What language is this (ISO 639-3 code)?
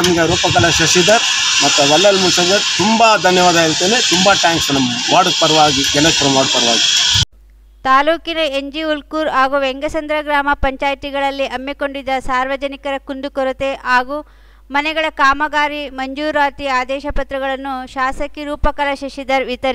kan